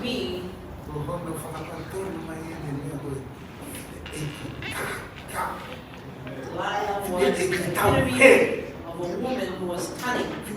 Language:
Tongan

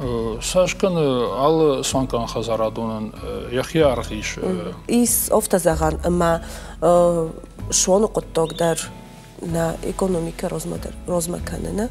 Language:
Ossetic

